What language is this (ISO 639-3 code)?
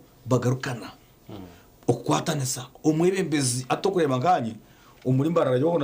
nyn